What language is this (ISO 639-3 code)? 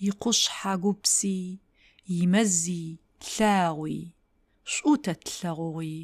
ady